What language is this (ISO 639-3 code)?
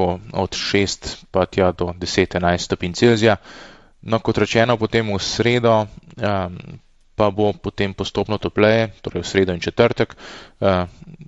slv